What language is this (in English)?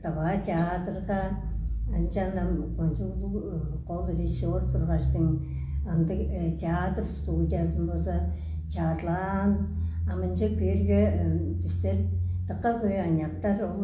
Tuvinian